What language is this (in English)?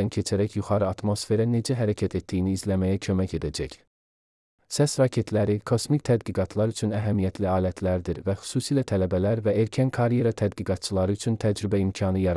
Azerbaijani